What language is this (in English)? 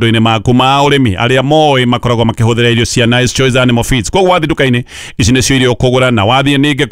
Kikuyu